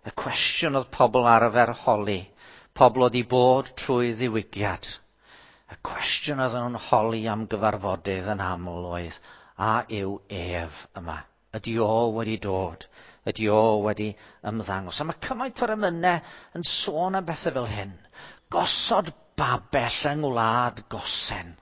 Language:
Welsh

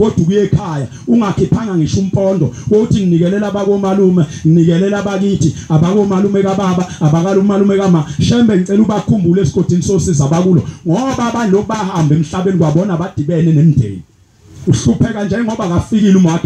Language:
Zulu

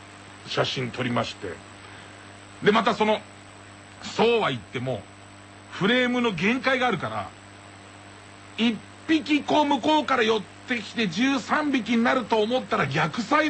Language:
Japanese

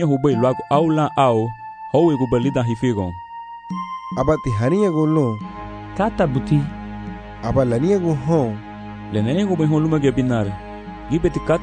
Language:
Garifuna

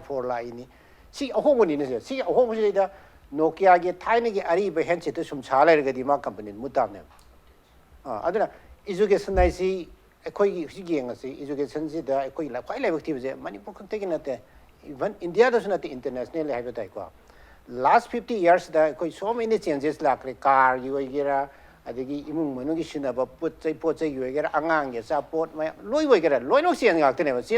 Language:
Manipuri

